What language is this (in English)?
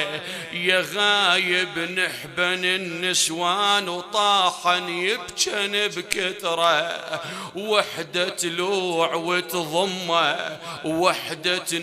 Mesopotamian Arabic